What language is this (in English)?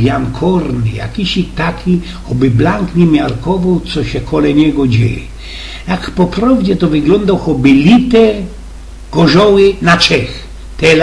Silesian